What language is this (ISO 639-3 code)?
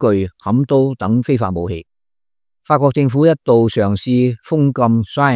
yue